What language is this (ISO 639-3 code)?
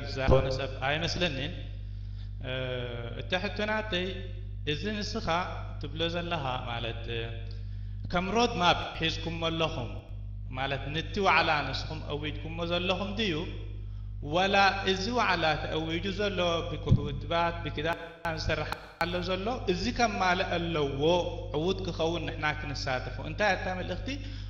tir